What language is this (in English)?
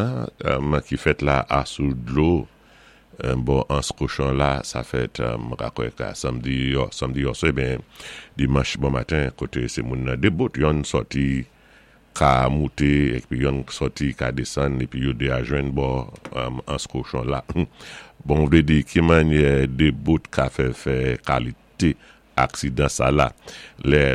Saint Lucian Creole French